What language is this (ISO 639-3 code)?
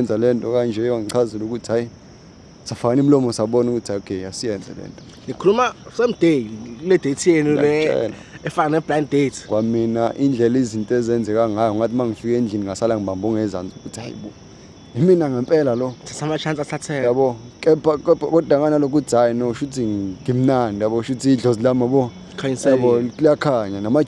zul